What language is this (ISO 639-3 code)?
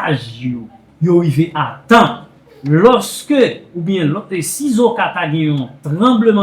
hat